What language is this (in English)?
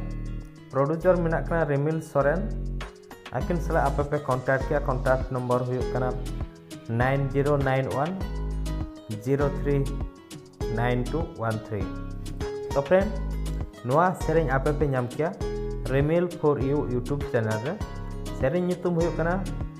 Santali